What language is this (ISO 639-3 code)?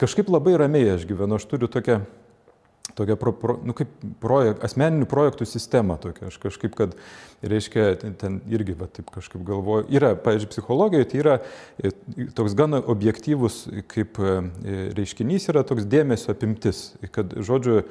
lit